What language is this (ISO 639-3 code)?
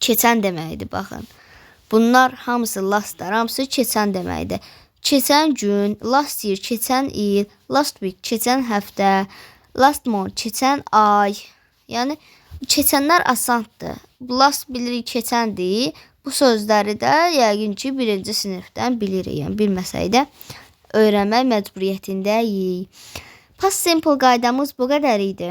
aze